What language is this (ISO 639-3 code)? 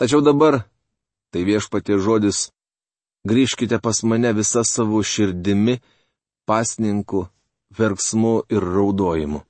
lit